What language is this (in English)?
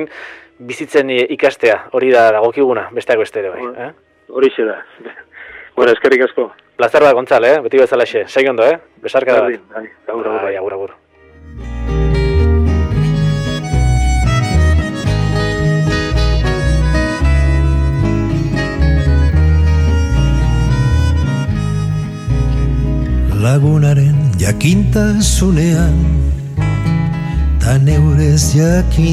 Basque